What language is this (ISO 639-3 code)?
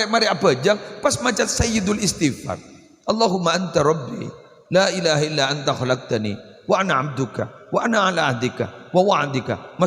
mad